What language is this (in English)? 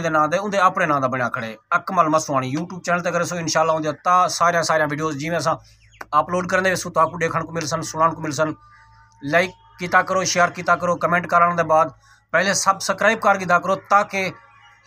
Saraiki